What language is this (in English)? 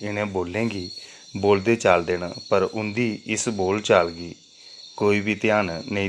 Dogri